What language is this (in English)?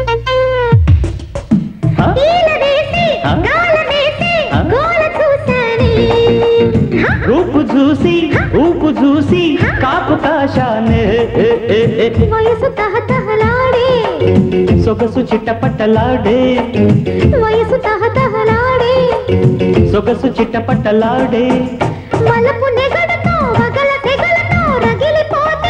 Telugu